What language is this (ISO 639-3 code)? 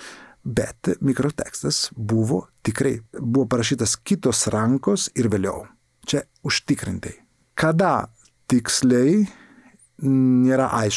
lit